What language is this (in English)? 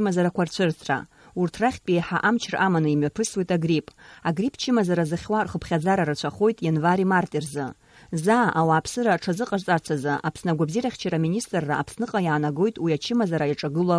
Abkhazian